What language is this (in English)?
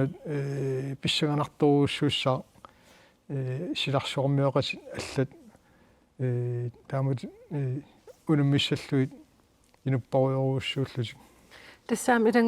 Kalaallisut